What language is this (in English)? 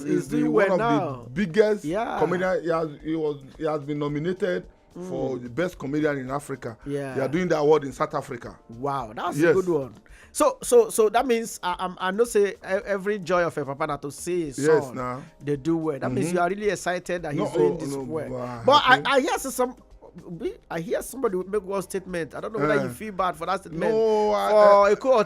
Nigerian Pidgin